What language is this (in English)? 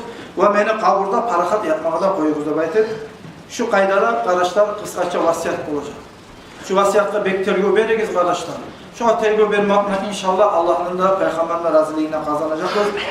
Kumyk